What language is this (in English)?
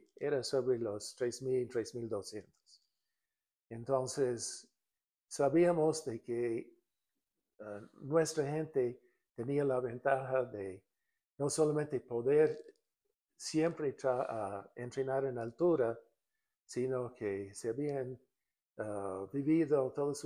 Spanish